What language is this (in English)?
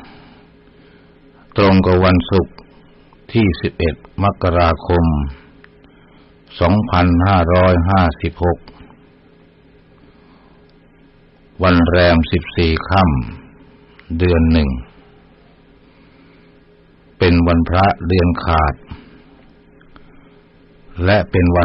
Thai